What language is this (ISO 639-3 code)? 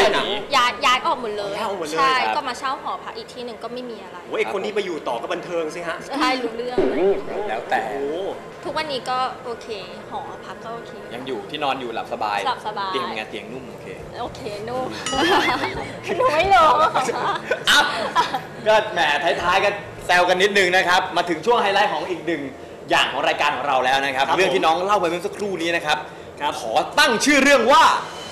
tha